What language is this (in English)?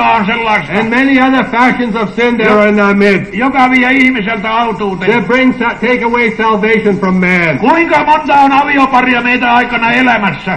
Finnish